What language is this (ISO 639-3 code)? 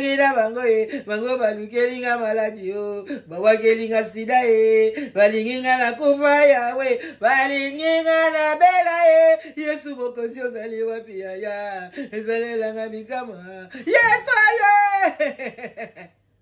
lin